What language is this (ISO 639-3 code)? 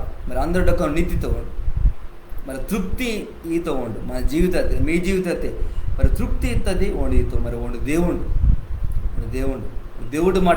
kff